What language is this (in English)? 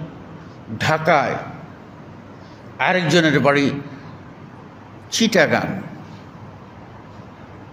Bangla